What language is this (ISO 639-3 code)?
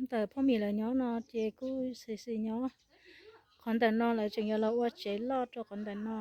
hmn